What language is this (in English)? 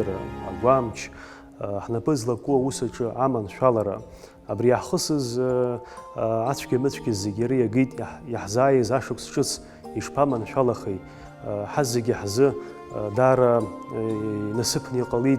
Abkhazian